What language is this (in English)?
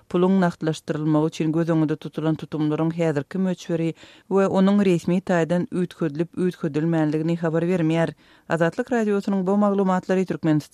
Turkmen